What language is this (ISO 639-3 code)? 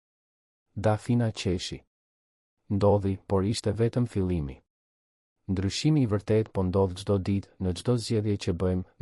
sqi